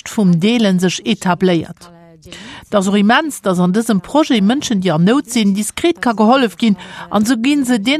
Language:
Luxembourgish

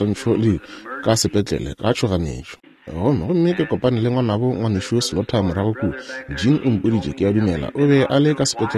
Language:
Northern Sotho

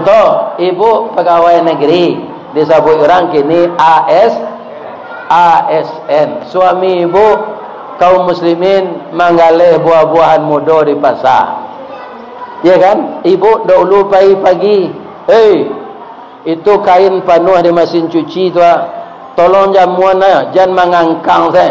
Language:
Minangkabau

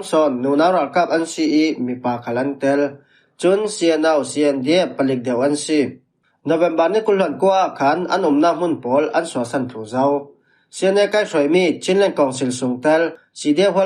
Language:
Falam Chin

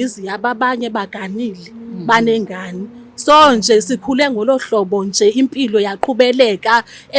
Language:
Zulu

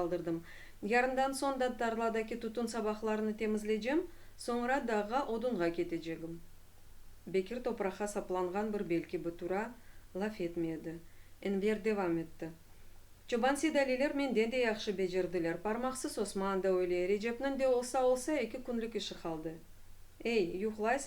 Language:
Crimean Tatar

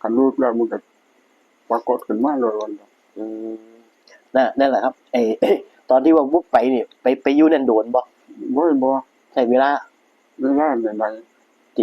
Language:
Northeastern Thai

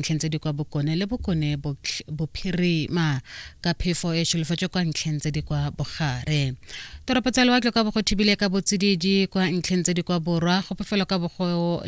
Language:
Tswana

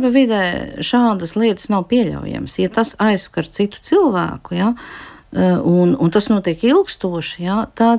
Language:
Latvian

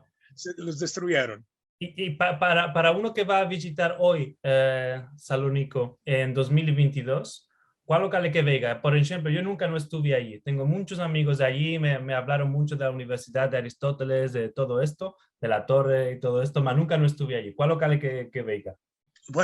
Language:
Ladino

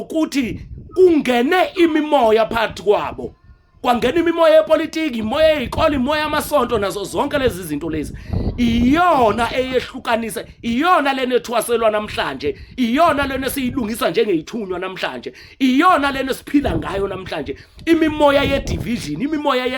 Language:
Zulu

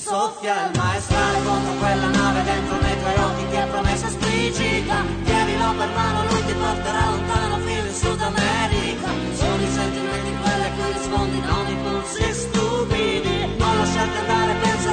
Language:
Italian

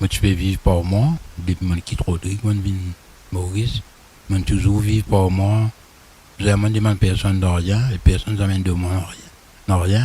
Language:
Morisyen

